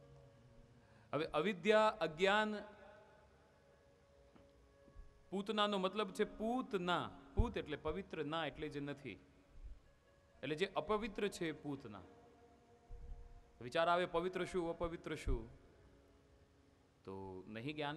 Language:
Gujarati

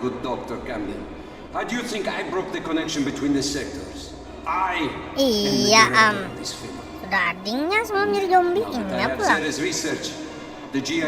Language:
Banjar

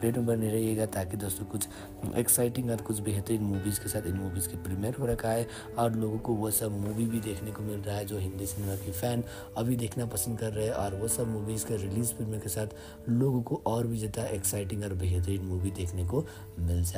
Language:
Hindi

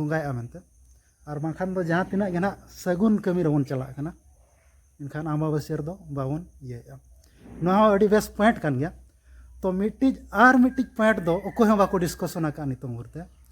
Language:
Santali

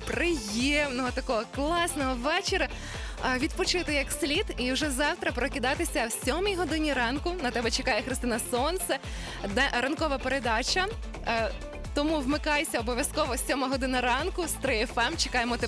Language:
Ukrainian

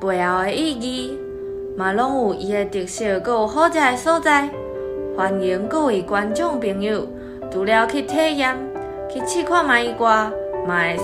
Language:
Min Nan Chinese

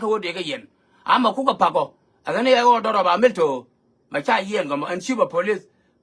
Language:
Nuer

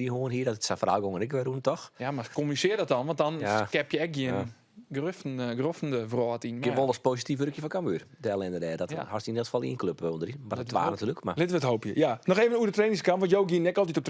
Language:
Western Frisian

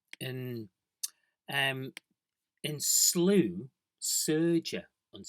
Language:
Manx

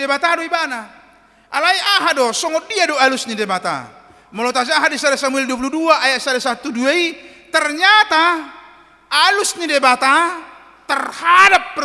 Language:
Batak Toba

